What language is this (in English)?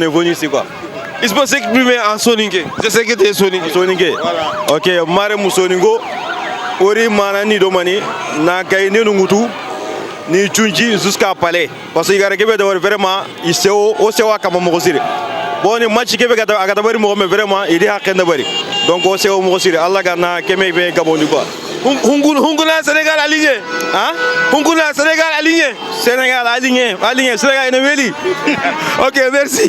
Fula